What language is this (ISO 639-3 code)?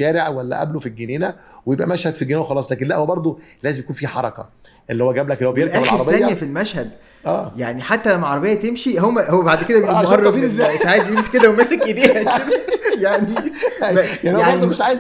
arz